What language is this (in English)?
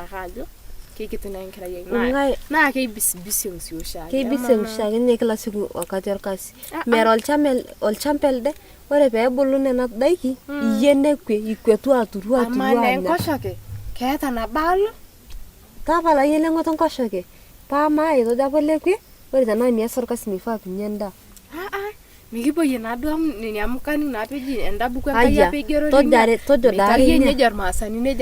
Masai